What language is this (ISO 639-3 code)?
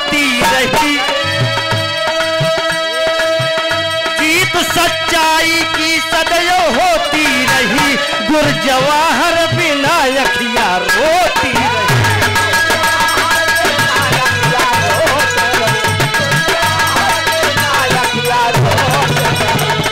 bho